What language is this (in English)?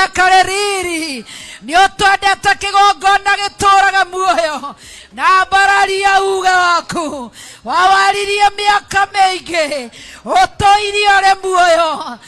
Kikuyu